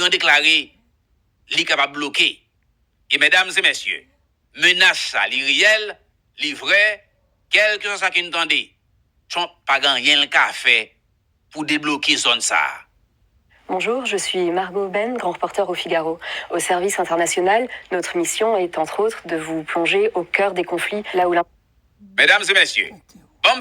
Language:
Haitian Creole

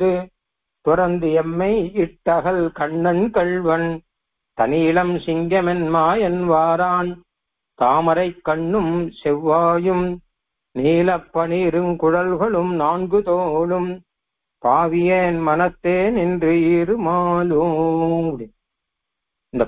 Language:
Tamil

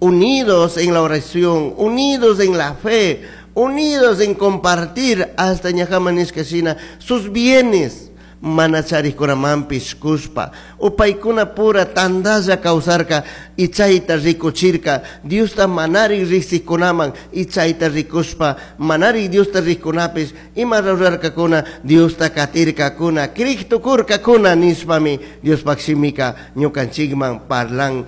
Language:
Chimborazo Highland Quichua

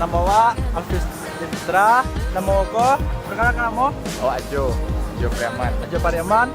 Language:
Minangkabau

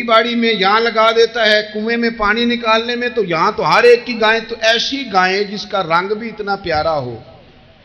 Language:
Urdu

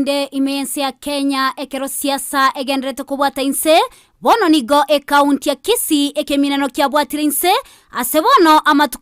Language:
Gusii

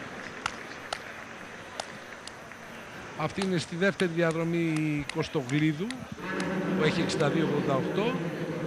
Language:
Greek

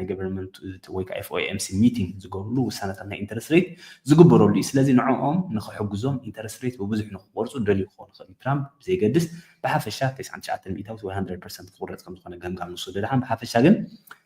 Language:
Tigrinya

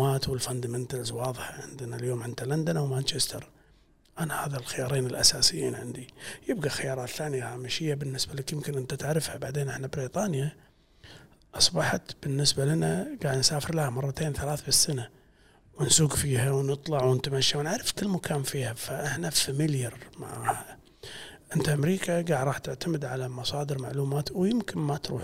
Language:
Gulf Arabic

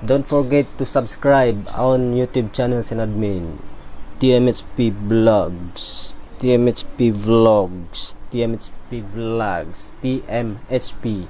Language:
Tausug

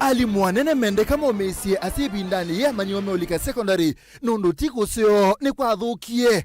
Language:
Kamba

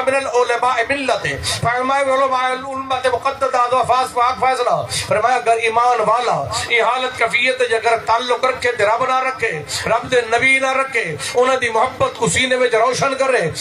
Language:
Saraiki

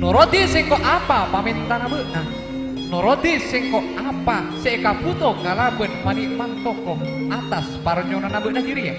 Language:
Madurese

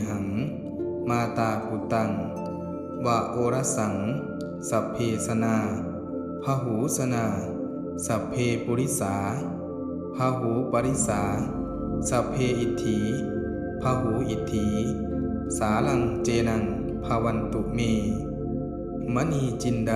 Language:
Pali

